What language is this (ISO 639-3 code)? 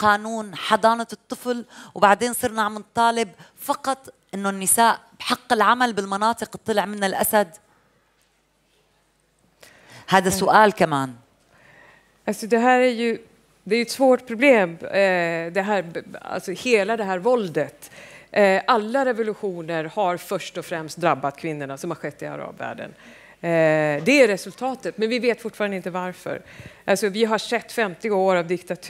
swe